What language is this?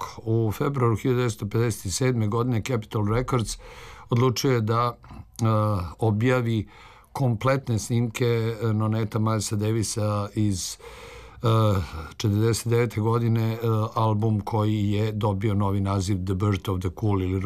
Serbian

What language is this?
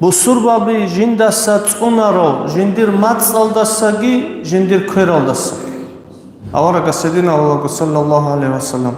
Avaric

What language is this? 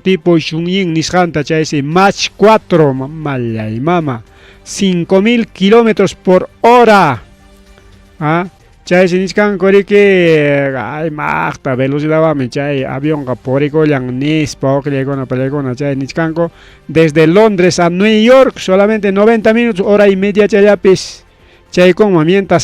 Ayacucho Quechua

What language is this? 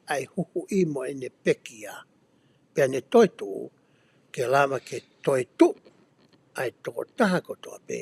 Tongan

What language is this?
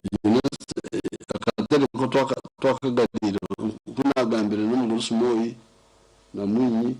Nyankole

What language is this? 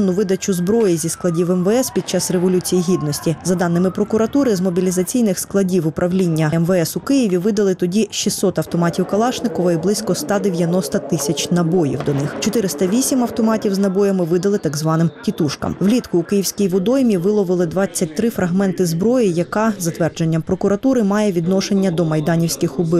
Ukrainian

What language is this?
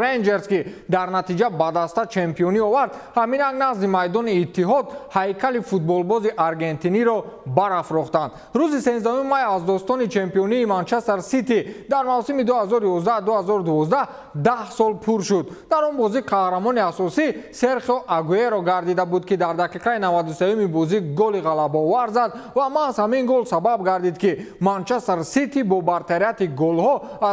Tajik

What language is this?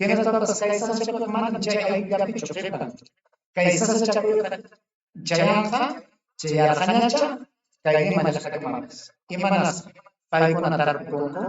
Ayacucho Quechua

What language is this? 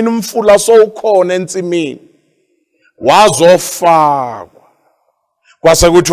Zulu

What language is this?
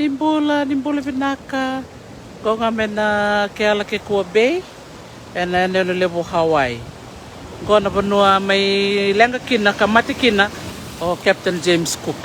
Fijian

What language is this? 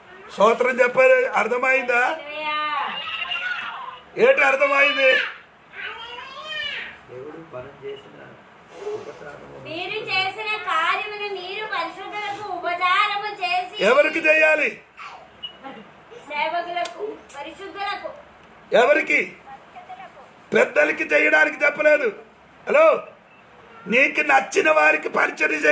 Telugu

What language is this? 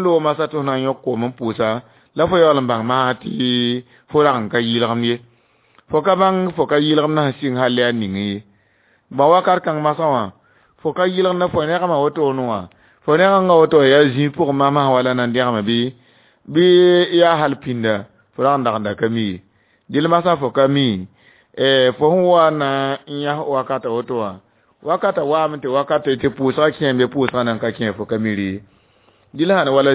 Mossi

